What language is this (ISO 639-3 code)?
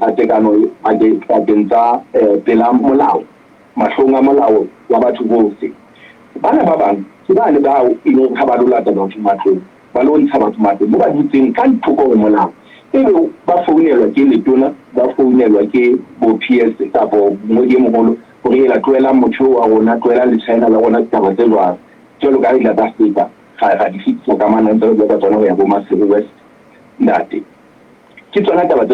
sot